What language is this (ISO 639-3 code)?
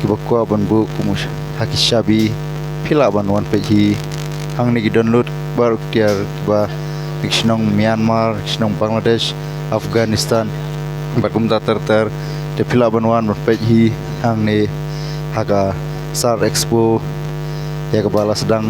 kha